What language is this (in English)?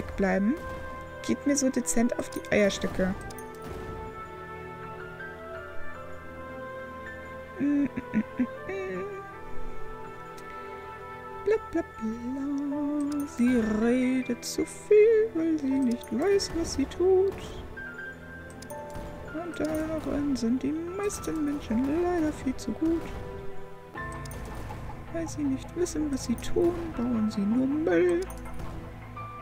German